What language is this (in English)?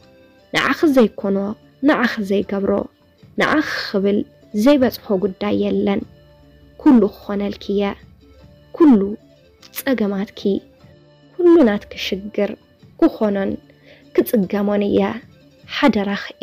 Tigrinya